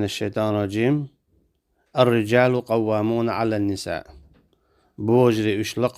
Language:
Chechen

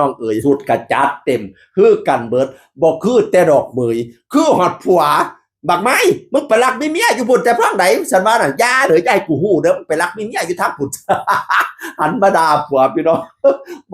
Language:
Northeastern Thai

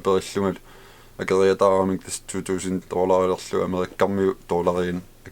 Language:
Kalaallisut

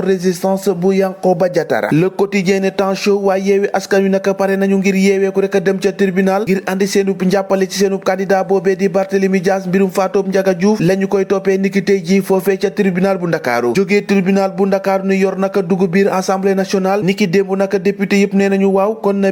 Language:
Wolof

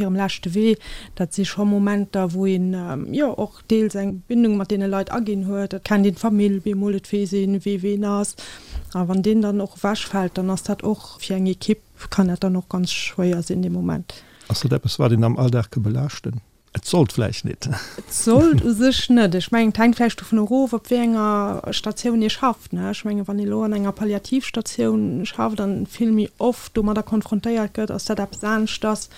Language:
Luxembourgish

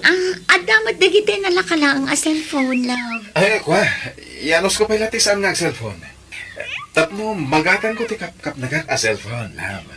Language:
Iloko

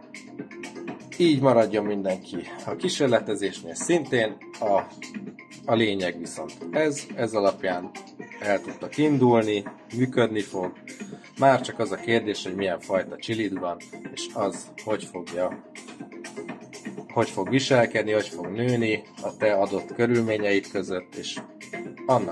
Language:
Hungarian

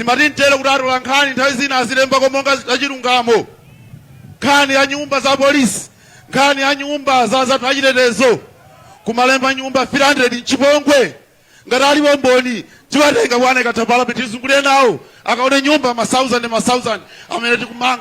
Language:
Nyanja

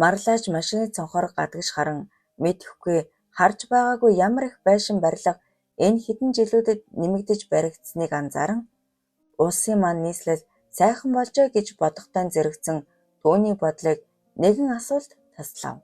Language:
Mongolian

